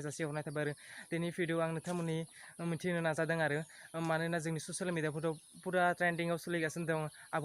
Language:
Bodo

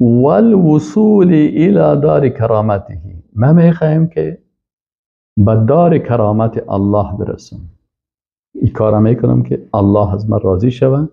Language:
Persian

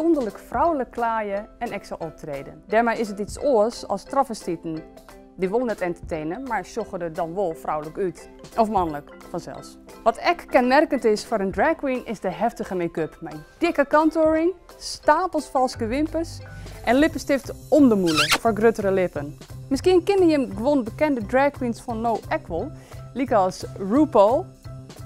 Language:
Western Frisian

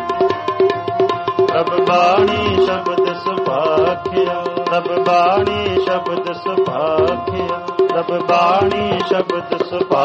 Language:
Punjabi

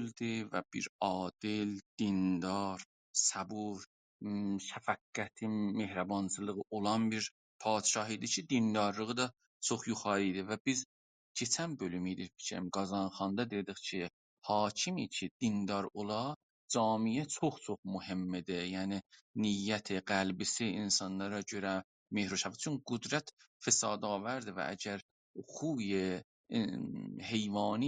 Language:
South Azerbaijani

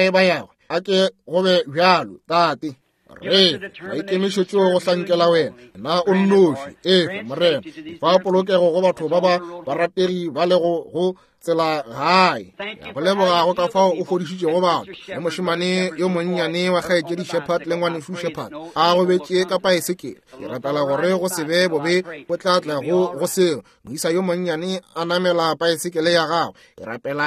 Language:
Northern Sotho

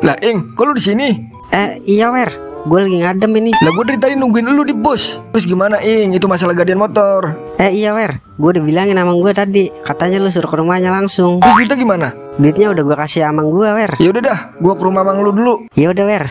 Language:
Betawi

